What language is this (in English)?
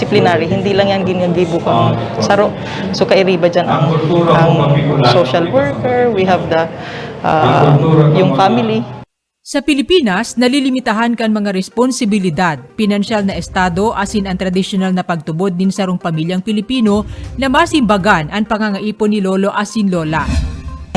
Bikol